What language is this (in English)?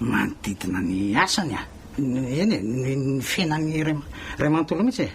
Malagasy